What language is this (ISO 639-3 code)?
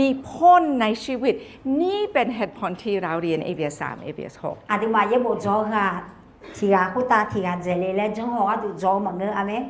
ahk